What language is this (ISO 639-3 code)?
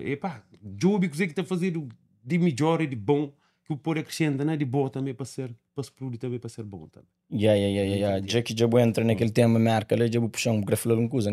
kea